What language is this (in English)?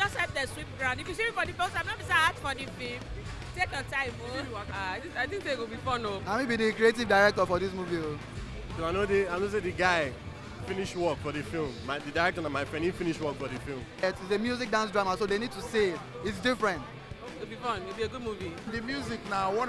Nigerian Pidgin